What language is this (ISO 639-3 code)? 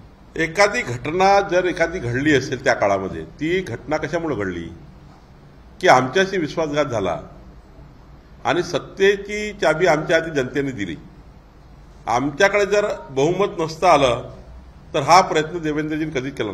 mar